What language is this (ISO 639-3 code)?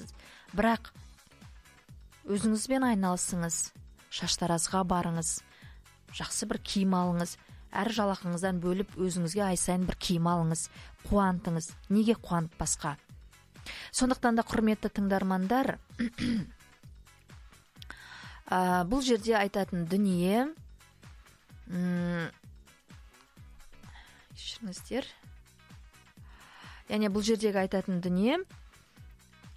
kaz